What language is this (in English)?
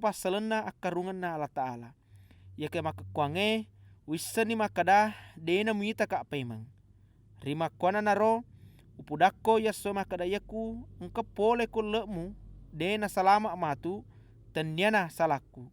Buginese